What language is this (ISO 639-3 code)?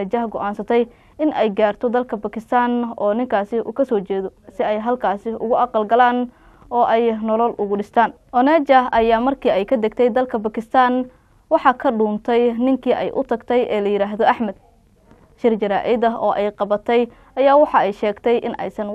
som